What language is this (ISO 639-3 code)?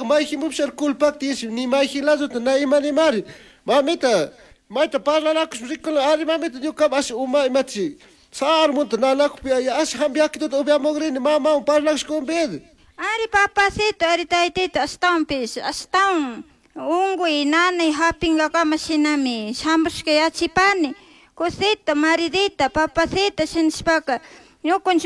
qug